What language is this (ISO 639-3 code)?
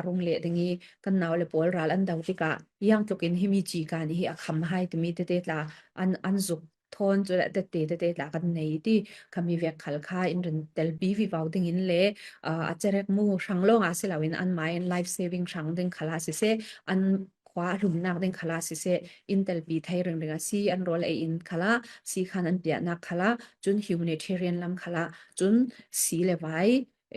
cfm